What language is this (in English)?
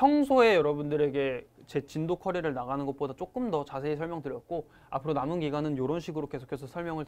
Korean